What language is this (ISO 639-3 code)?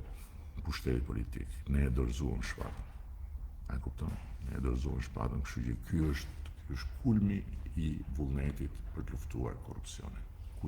sqi